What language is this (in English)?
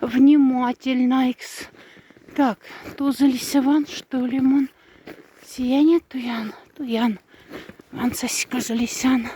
Moksha